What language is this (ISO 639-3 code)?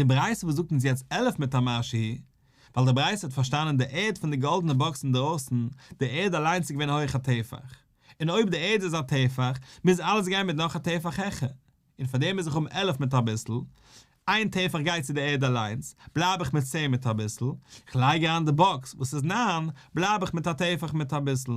yid